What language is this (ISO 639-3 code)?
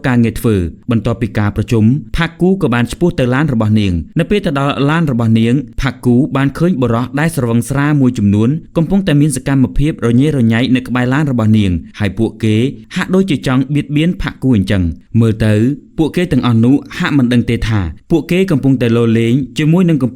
khm